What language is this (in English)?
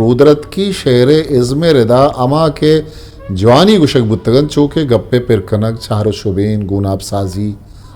Eastern Balochi